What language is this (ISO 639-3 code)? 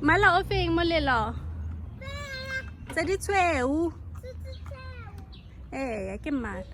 tsn